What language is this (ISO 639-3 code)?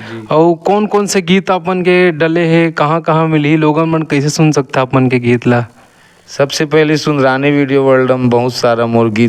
hne